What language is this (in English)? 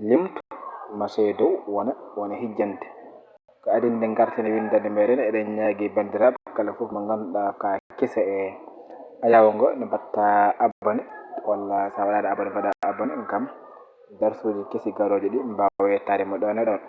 Fula